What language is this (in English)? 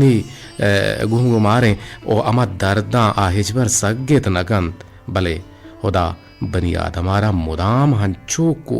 Eastern Balochi